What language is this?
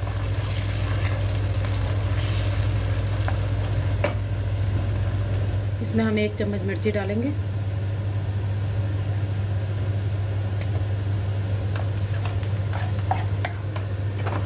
Hindi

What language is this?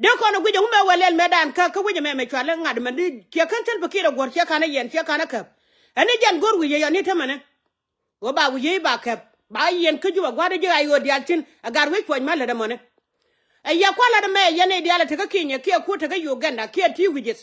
Nuer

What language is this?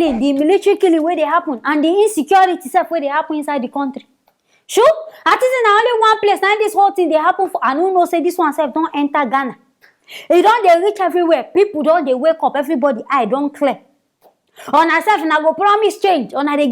Nigerian Pidgin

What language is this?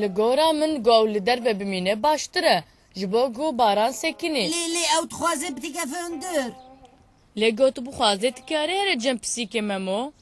Kurdish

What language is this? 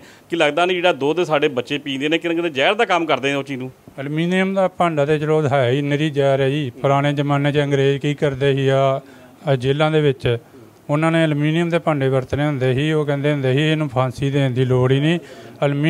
Punjabi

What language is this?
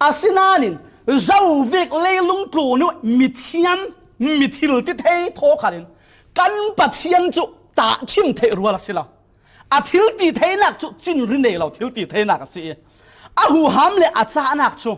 Falam Chin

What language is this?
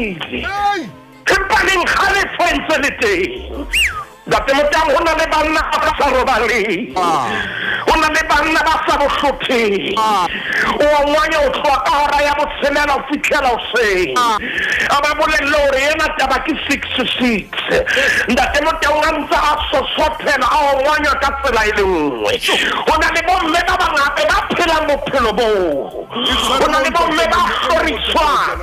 Southern Sotho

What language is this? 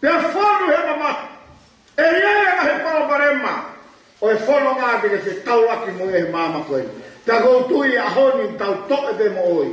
Tongan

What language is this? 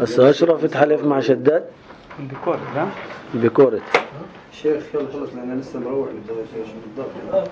North Levantine Arabic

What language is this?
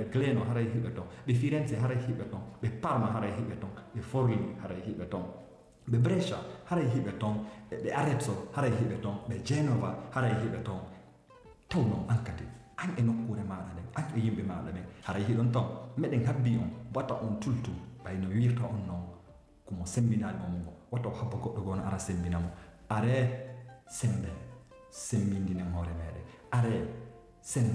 Fula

